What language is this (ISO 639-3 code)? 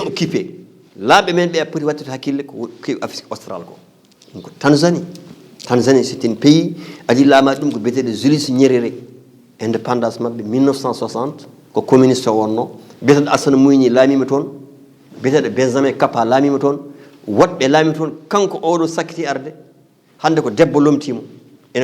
ful